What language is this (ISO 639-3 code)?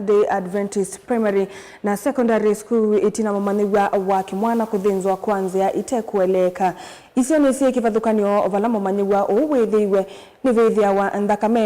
kam